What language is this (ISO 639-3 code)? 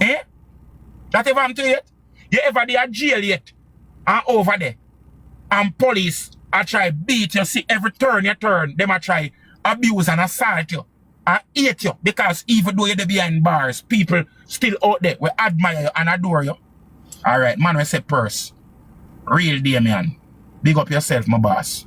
jam